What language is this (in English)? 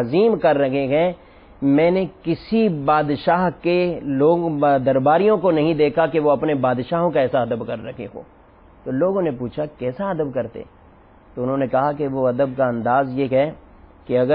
Urdu